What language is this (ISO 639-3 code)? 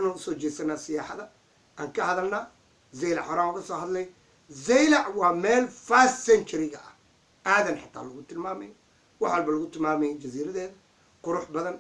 som